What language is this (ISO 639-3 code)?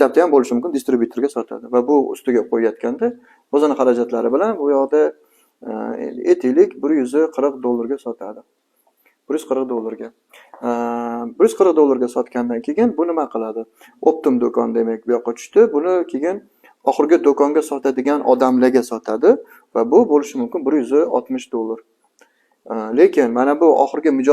uzb